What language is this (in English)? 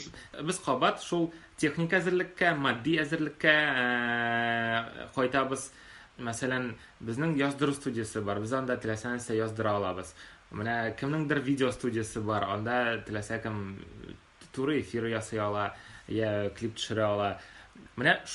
Tatar